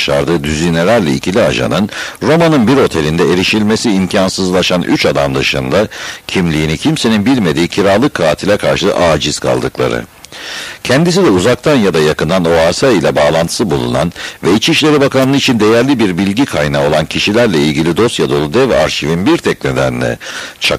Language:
Turkish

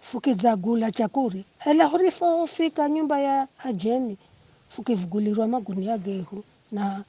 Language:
Giryama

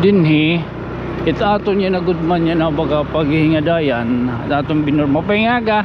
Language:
Waray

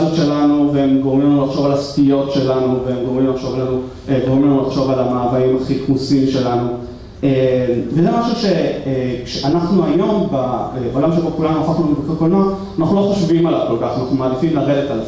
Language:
Hebrew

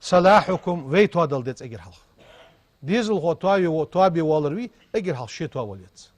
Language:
Ingush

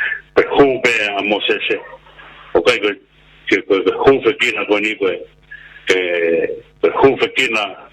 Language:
Tongan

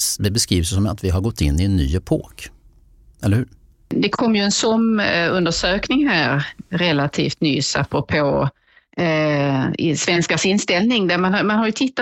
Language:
Swedish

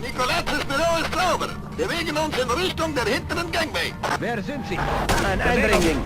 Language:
Bavarian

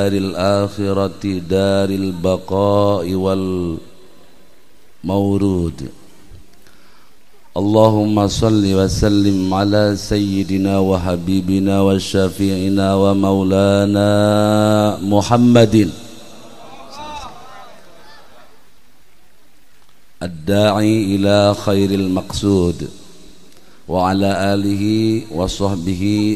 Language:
Sundanese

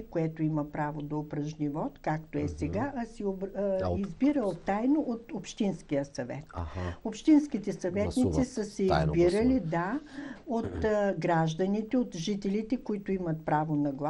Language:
Bulgarian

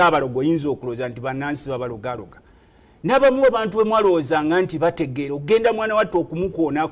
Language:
Ganda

